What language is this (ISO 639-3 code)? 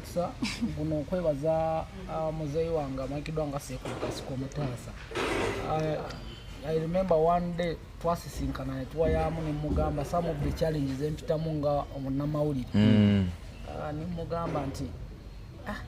lug